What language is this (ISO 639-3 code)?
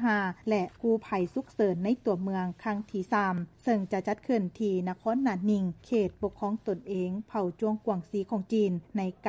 lao